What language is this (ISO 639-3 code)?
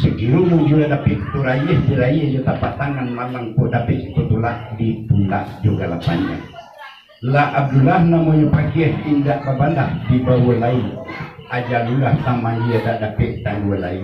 min